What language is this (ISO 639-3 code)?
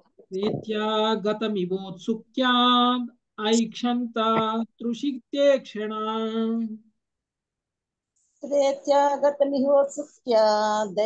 tel